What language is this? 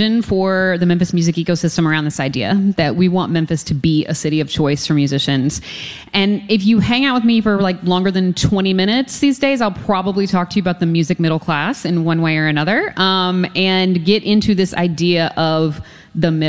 English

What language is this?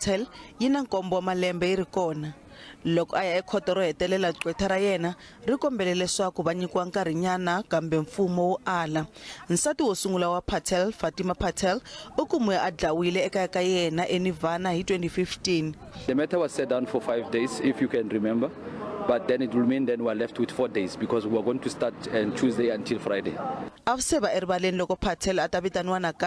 Tsonga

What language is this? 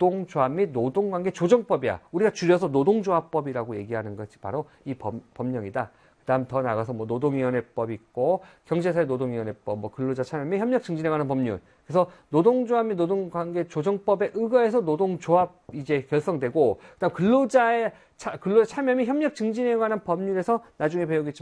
Korean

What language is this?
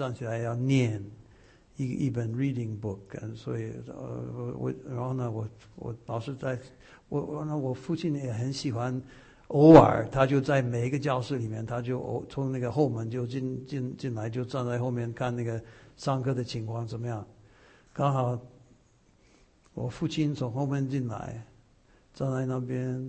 Chinese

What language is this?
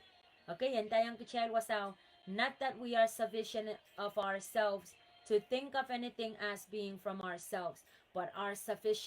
Pohnpeian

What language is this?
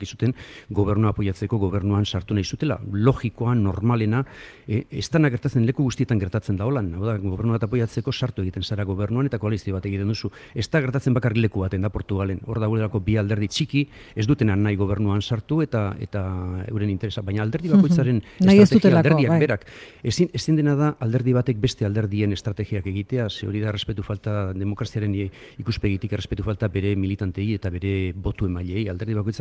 Basque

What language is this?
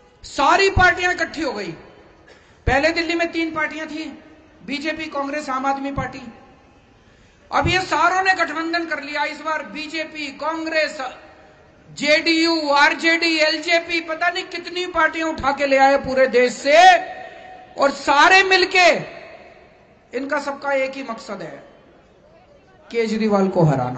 Hindi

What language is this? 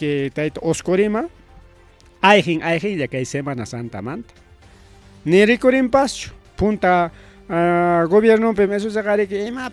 Ayacucho Quechua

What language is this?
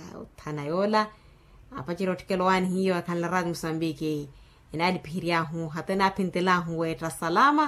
Makhuwa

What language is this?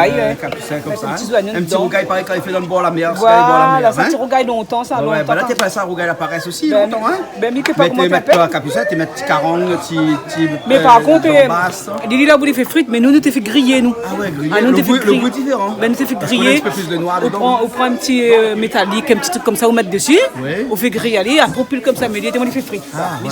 Réunion Creole French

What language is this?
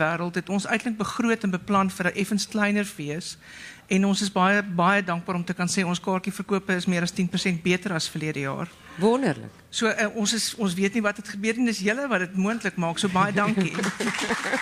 Afrikaans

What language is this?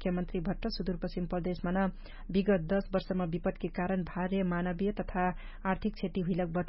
Dangaura Tharu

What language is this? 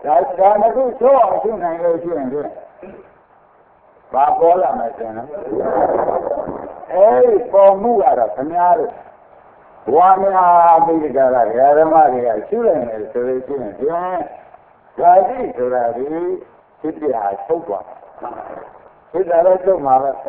Burmese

